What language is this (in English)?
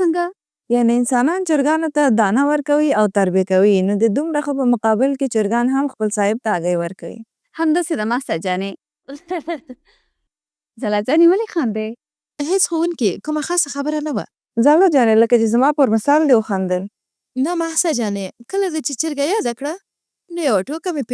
Pashto